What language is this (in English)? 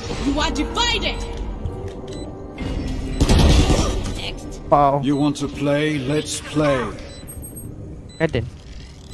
Malay